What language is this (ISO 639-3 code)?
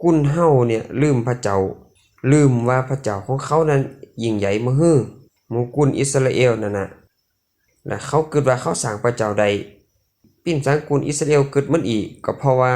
khb